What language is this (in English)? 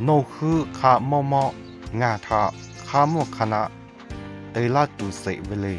Lahu